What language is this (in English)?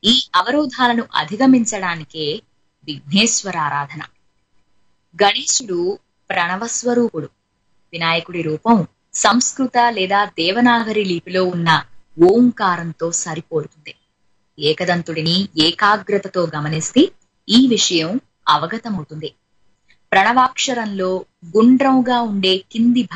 Telugu